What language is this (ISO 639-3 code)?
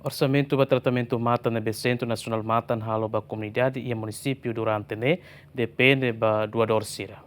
tet